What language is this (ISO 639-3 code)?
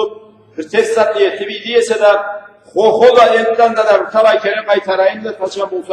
krc